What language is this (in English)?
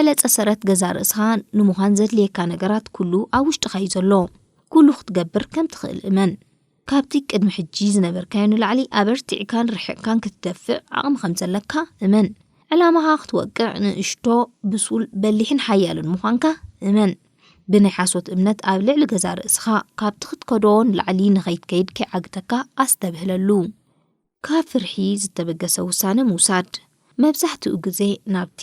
Tigrinya